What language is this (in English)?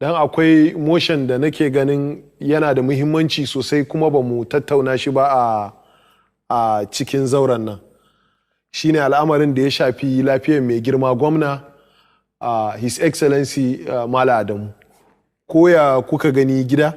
Hausa